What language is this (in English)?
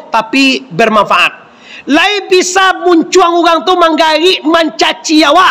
Minangkabau